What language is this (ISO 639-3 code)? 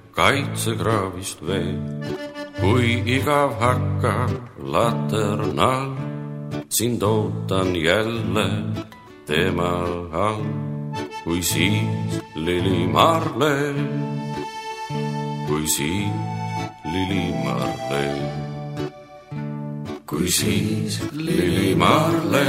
est